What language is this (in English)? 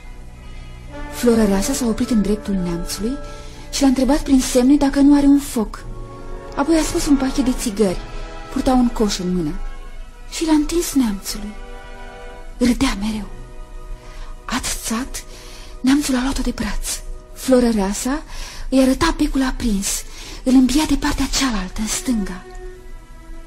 Romanian